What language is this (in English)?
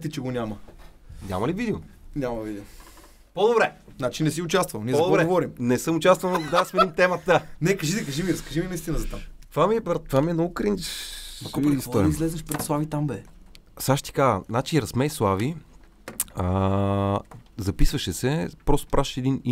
Bulgarian